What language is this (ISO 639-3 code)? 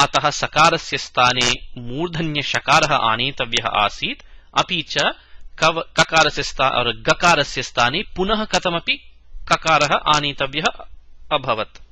san